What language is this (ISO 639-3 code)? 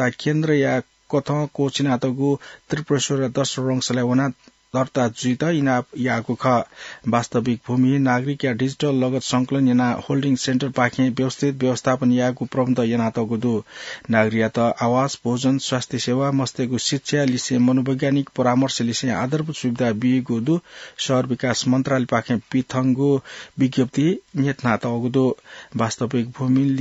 new